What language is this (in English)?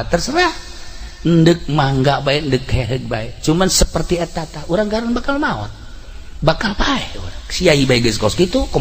Sundanese